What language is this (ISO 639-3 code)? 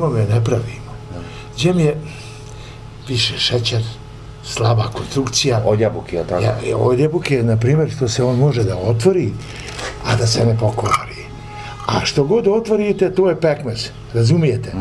bos